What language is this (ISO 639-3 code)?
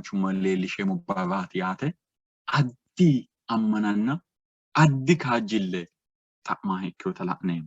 sid